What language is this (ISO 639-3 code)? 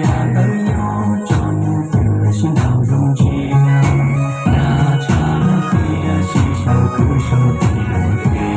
hmn